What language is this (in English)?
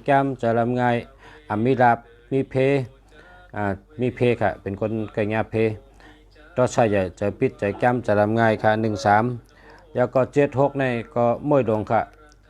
Shan